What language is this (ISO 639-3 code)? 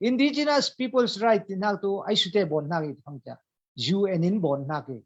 cfm